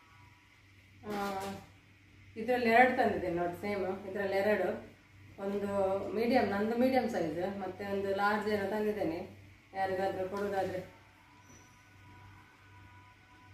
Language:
Kannada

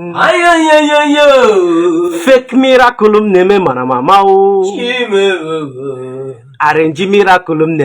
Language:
Igbo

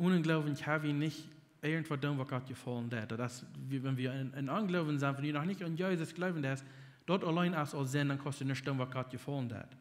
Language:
Plautdietsch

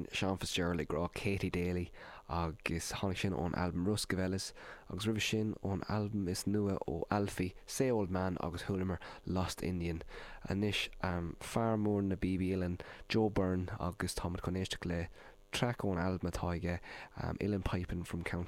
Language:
Irish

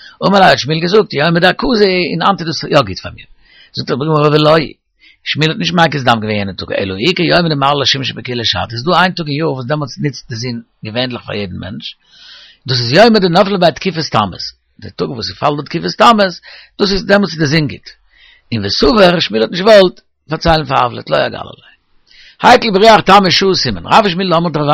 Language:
Yiddish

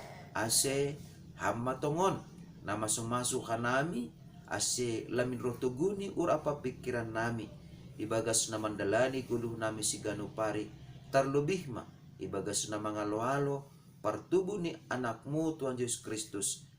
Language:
Batak Simalungun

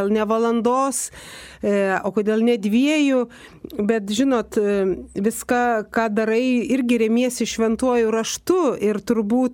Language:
Lithuanian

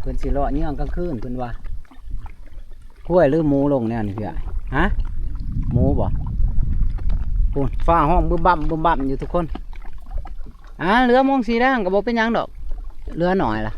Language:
Lao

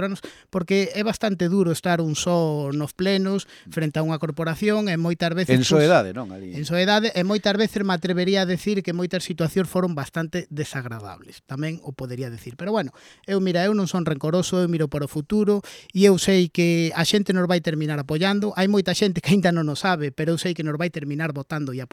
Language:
Galician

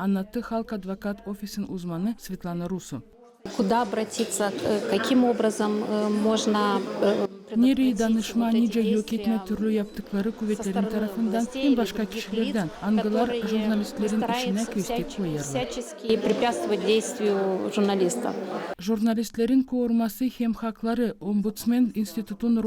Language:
Gagauz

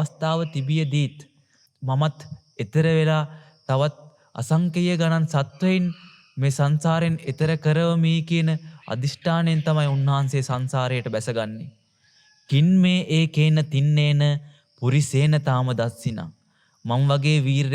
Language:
Sinhala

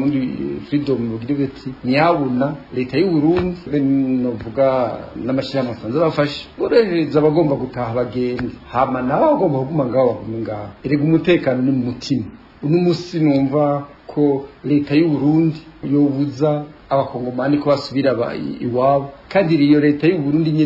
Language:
Rundi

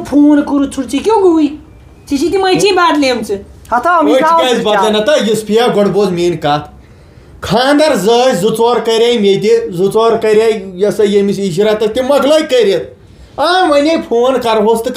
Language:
Kashmiri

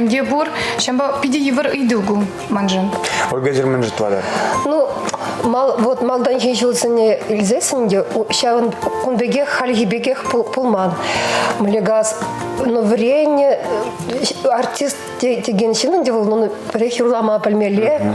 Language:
Chuvash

